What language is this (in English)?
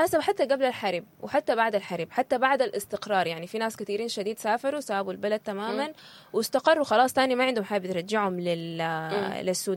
Sudanese Arabic